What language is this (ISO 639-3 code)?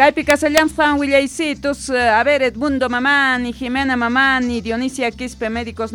que